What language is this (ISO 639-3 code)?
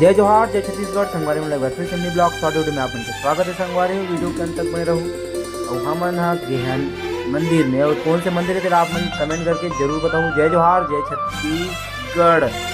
hne